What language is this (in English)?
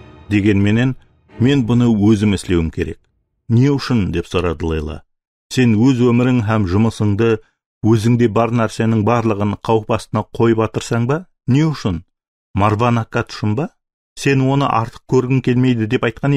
Kara-Kalpak